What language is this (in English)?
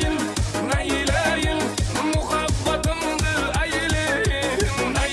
Kara-Kalpak